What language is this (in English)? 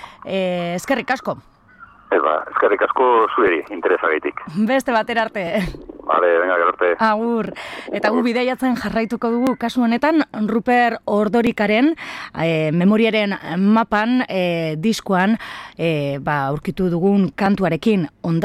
Basque